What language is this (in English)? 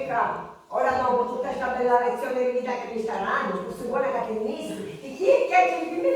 Sicilian